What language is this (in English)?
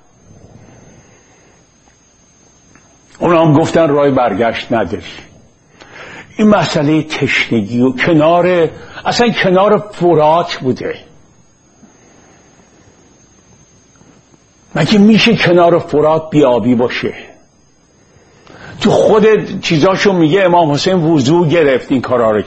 Persian